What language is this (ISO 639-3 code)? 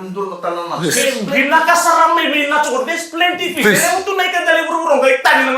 fij